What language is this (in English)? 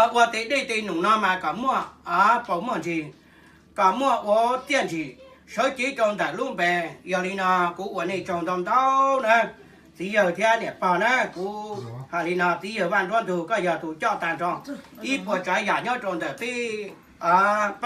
Hmong